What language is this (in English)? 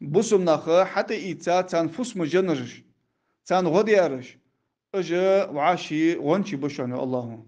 Ingush